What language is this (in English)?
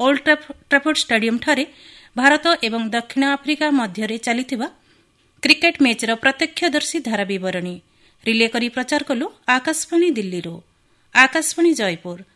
Odia